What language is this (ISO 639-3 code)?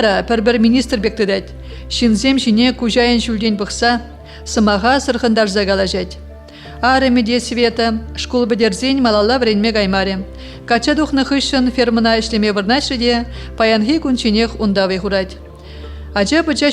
chv